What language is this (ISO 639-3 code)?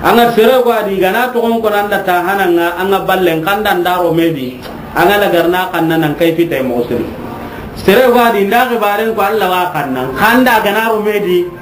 snk